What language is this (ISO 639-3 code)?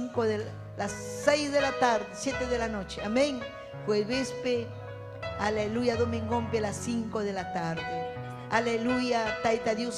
quy